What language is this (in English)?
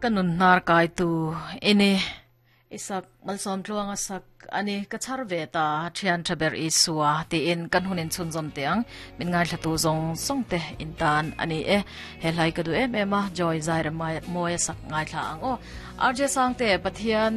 Mizo